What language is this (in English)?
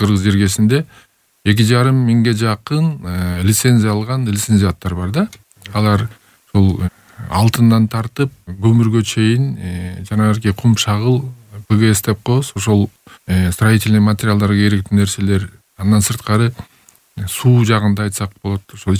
Kyrgyz